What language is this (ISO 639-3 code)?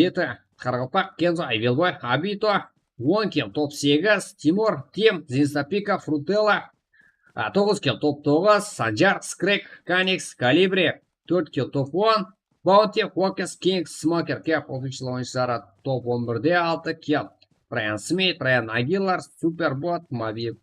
kaa